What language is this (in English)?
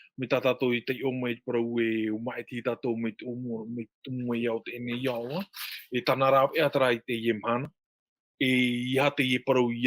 Tahitian